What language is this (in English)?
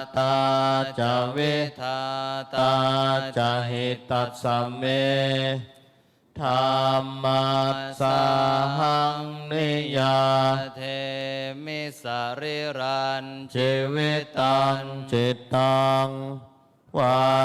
Pali